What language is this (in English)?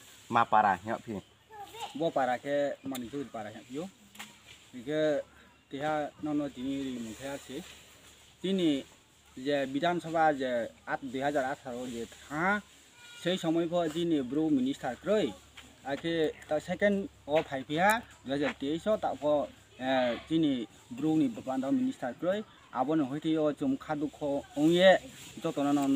Riang (India)